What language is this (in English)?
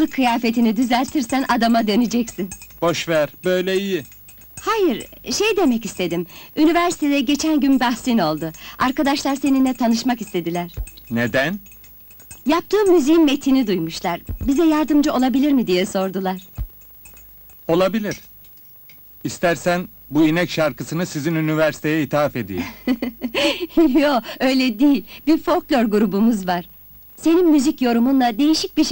Turkish